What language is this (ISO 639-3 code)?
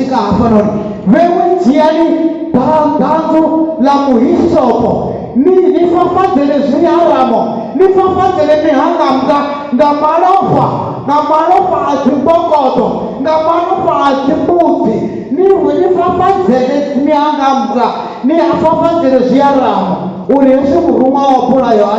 ven